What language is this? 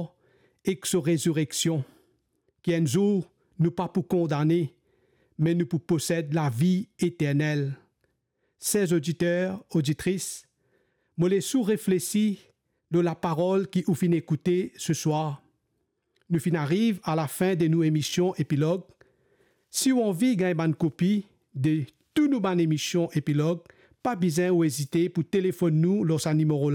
Morisyen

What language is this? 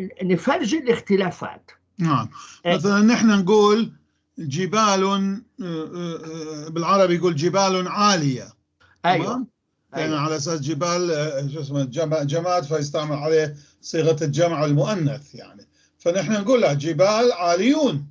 North Levantine Arabic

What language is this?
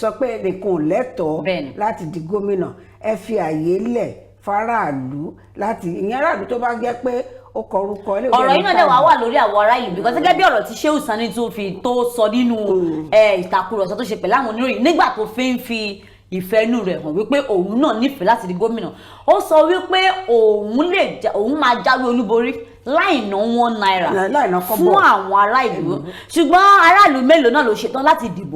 Yoruba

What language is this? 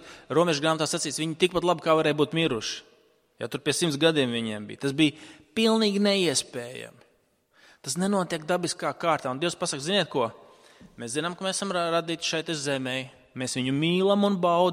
Latvian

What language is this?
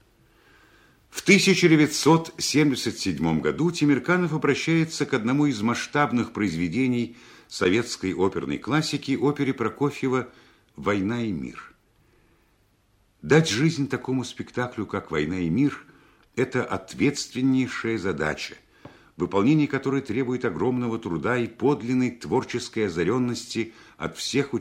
Russian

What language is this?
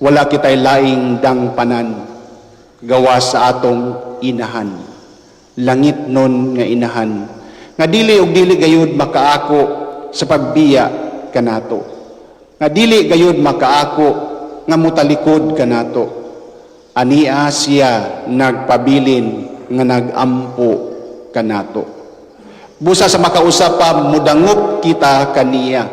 Cebuano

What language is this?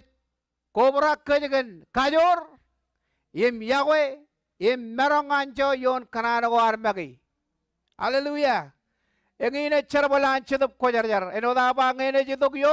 Marshallese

